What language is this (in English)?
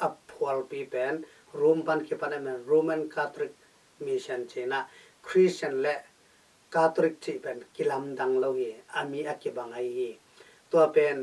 Tedim Chin